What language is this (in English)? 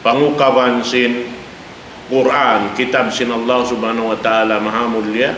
Tausug